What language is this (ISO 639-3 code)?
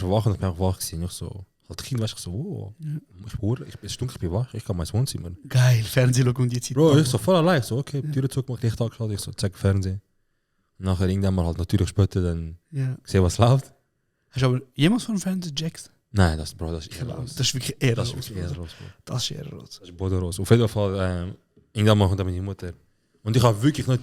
gsw